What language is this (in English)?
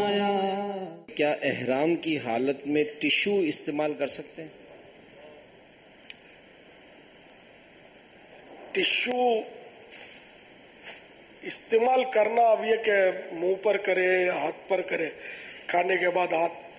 Urdu